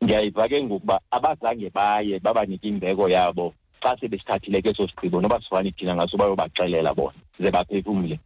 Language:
Xhosa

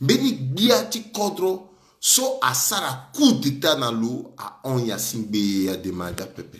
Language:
Sango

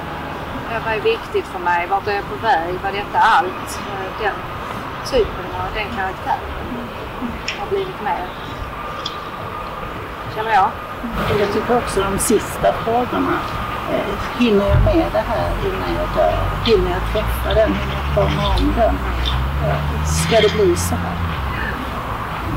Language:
Swedish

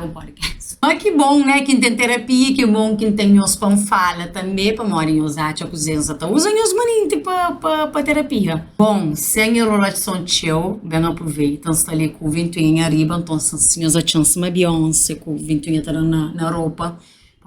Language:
Kabuverdianu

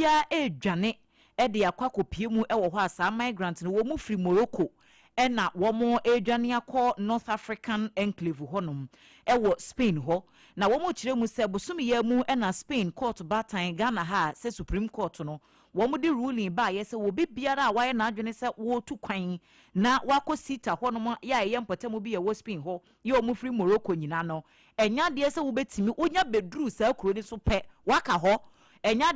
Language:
Akan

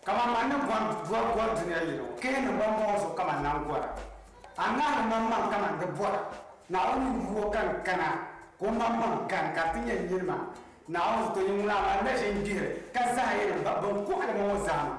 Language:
Dagbani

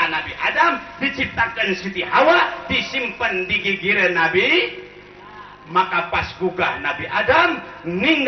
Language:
Sundanese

